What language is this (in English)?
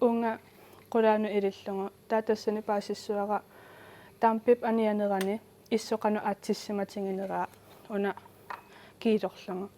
Kalaallisut